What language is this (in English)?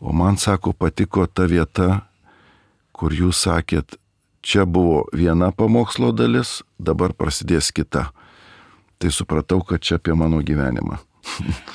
Lithuanian